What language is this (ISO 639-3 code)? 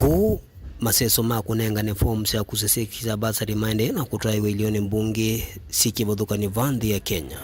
kam